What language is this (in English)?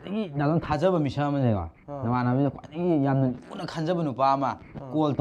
Manipuri